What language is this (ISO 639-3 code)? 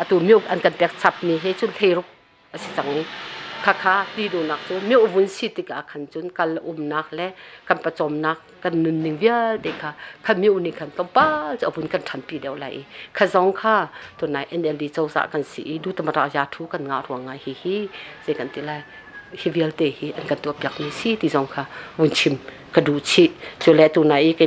cnh